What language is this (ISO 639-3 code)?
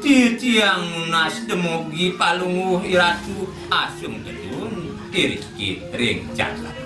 ban